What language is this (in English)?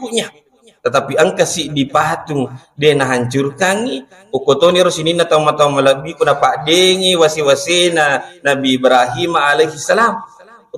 Buginese